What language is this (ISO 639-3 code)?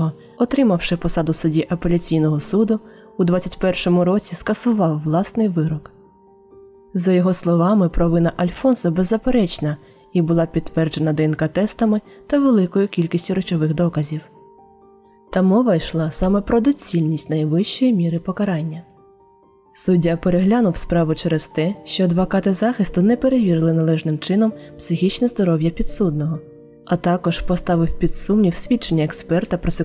ukr